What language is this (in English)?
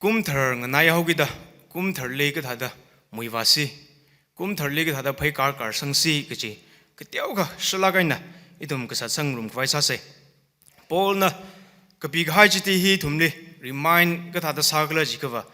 Tangkhul Naga (India)